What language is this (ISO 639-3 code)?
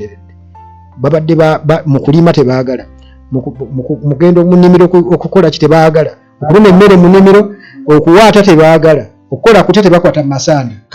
lug